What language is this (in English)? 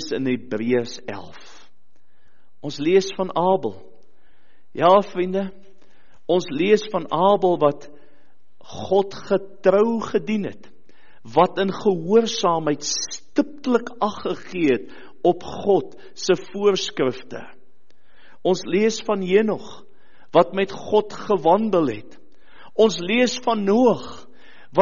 Afrikaans